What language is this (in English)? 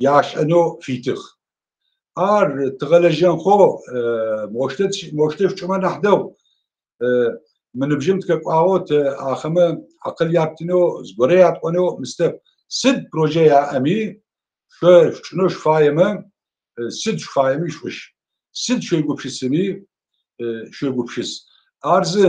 Adyghe